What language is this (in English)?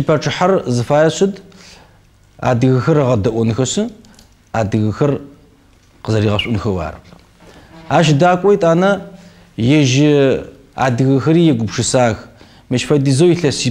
Kabardian